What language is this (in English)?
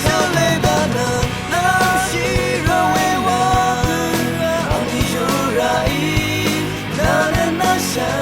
Rawang